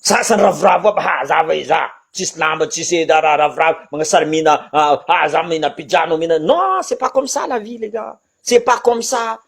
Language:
Malagasy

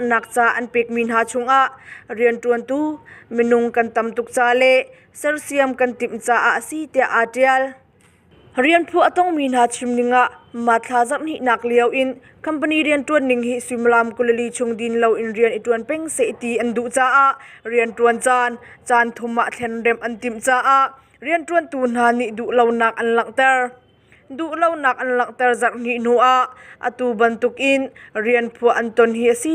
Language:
Hakha Chin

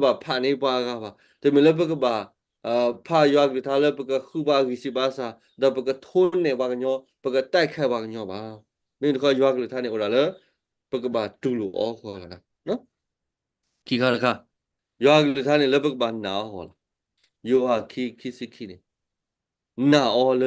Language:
S'gaw Karen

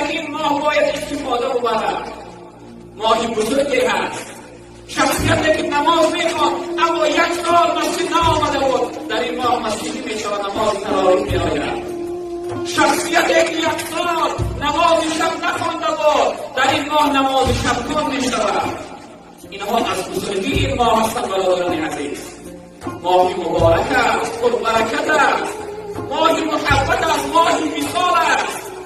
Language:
Tajik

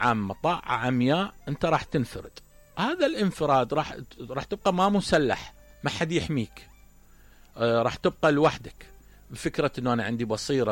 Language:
Mesopotamian Arabic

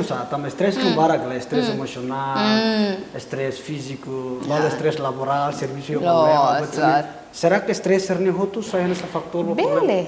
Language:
Tetum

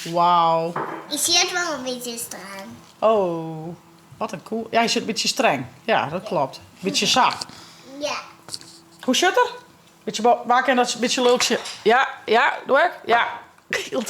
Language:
Western Frisian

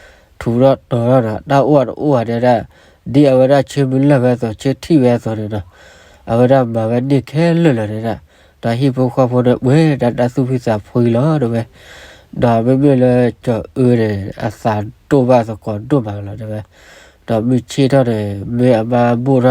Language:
S'gaw Karen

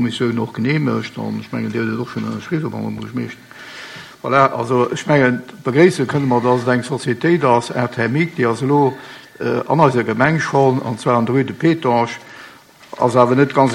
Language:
Luxembourgish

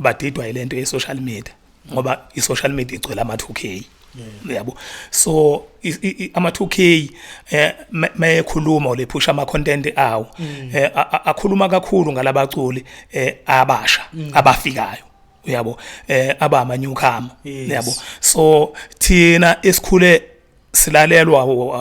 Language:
Zulu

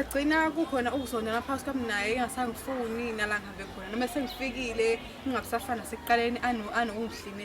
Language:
Zulu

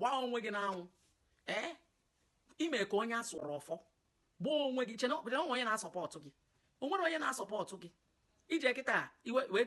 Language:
Igbo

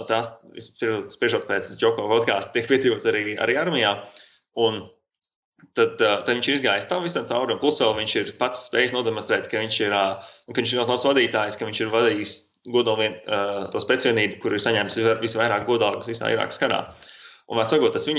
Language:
Latvian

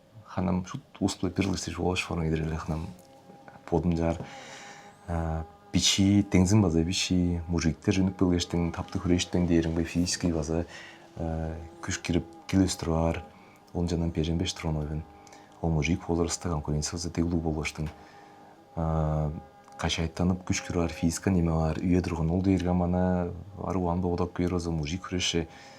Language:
Tuvinian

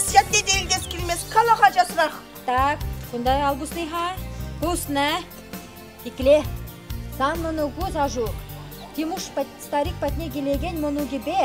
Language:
Chuvash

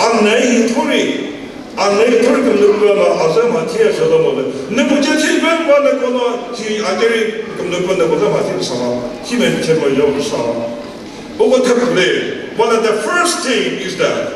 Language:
Chokri Naga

